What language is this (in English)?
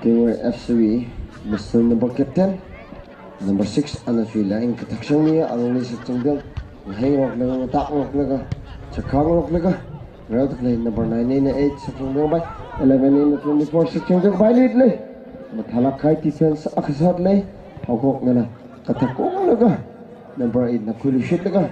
Tangkhul Naga (India)